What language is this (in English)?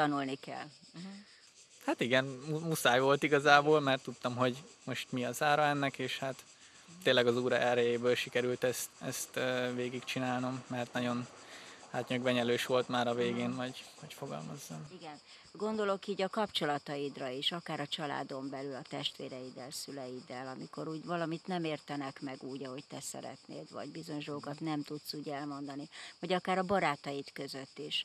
Hungarian